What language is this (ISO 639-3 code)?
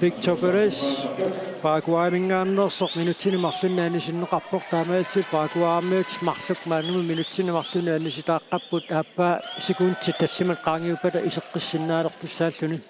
kal